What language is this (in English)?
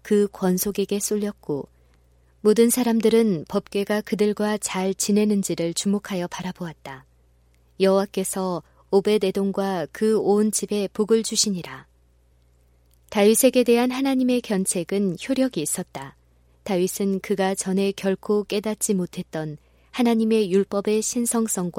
Korean